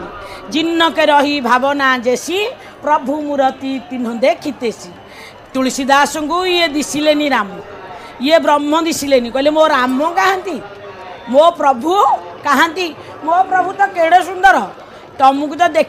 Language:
Odia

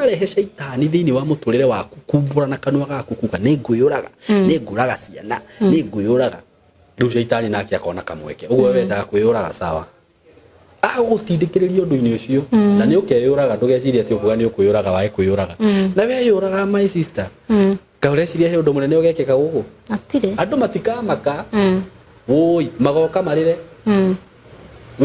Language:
Kikuyu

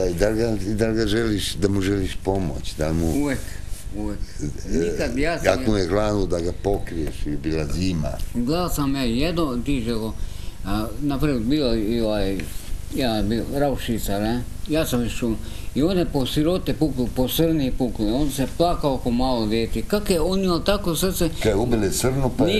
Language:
Croatian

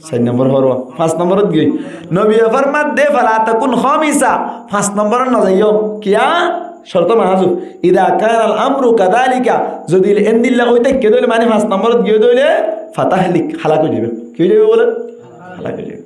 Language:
Rohingya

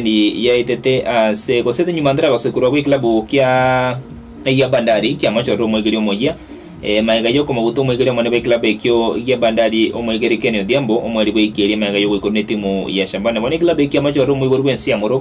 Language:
Gusii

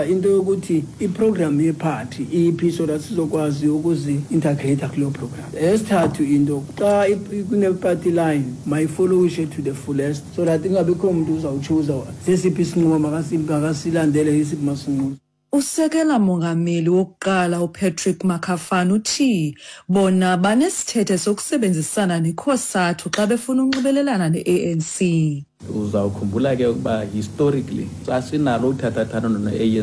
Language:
Xhosa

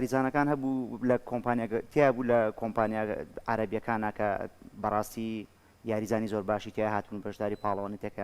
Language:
Central Kurdish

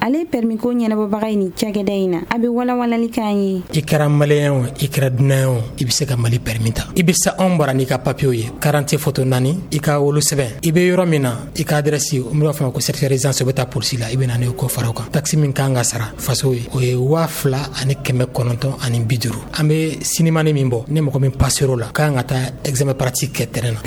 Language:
Bambara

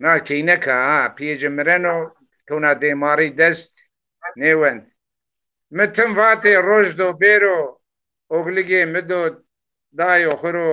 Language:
Zaza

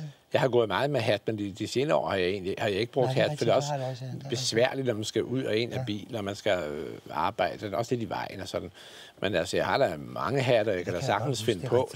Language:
Danish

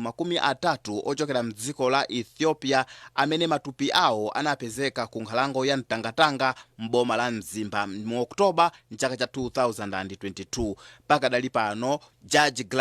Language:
Nyanja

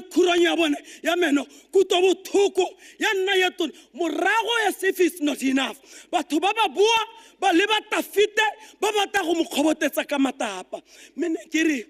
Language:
Tswana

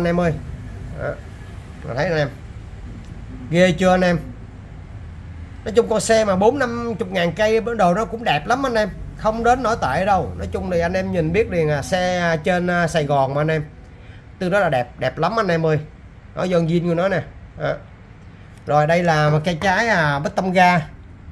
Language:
Vietnamese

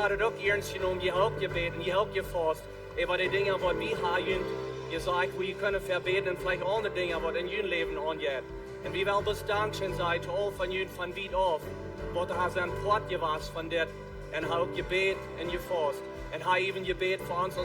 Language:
Plautdietsch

